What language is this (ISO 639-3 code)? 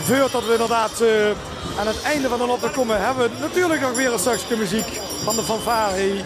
lim